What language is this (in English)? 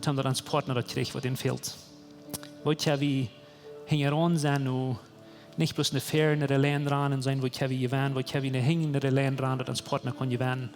Plautdietsch